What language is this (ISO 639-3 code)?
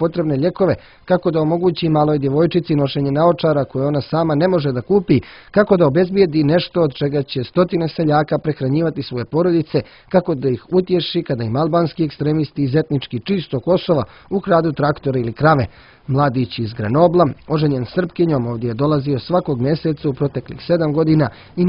srp